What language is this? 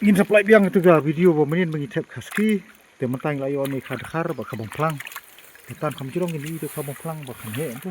Khasi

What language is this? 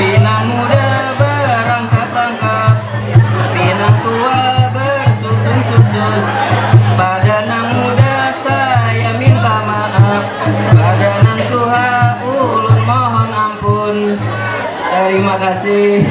Banjar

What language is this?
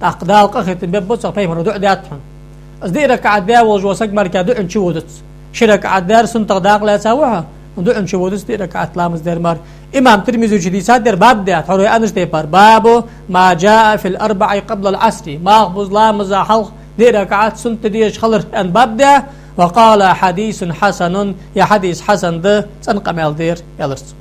Ingush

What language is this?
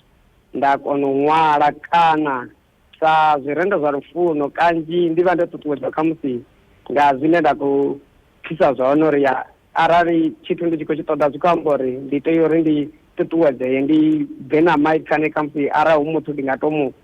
Venda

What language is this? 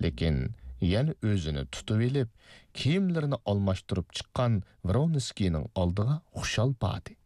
Uyghur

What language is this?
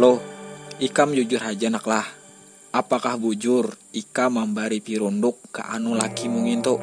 Banjar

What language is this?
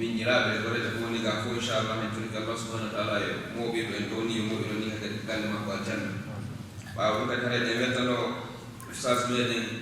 Fula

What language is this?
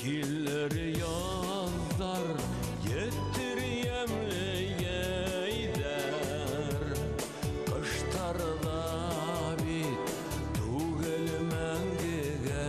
Bashkir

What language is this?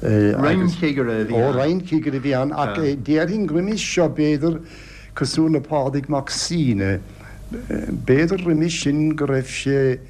Irish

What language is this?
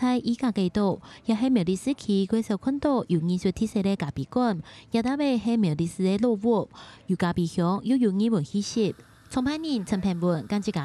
Hakka Chinese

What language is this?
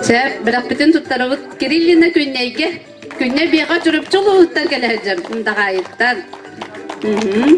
Yakut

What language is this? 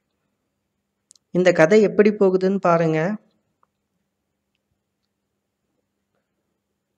Tamil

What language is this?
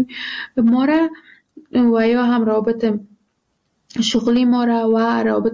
Persian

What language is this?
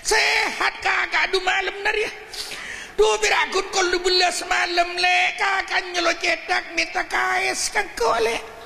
Madurese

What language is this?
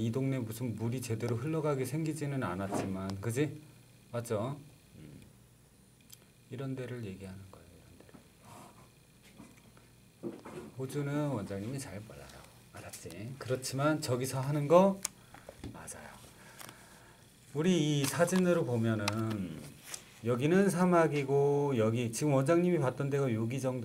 Korean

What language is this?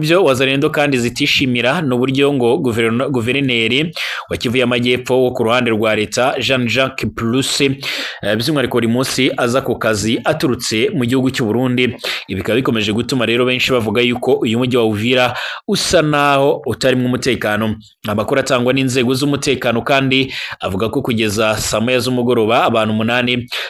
Kinyarwanda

